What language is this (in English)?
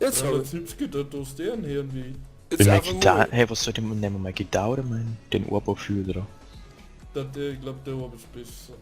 Bavarian